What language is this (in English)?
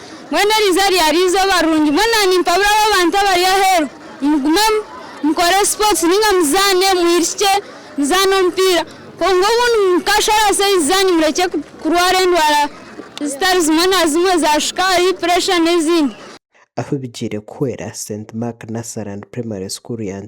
Nyankole